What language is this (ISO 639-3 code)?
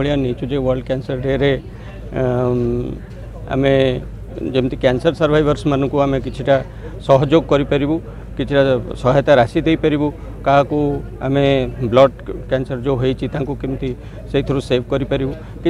ori